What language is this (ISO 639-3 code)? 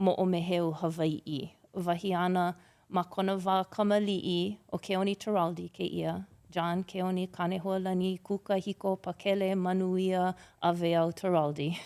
haw